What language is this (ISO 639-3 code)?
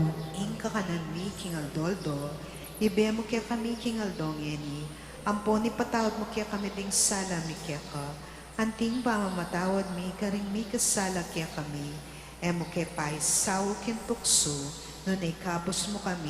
pam